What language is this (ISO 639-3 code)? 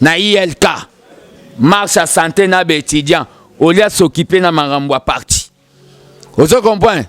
lin